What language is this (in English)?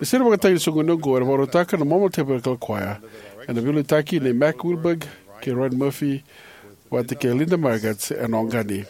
Fijian